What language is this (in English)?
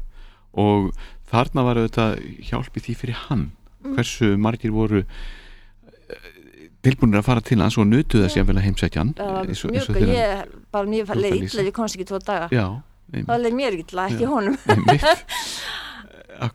Icelandic